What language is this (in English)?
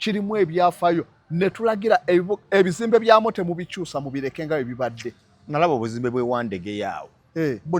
Ganda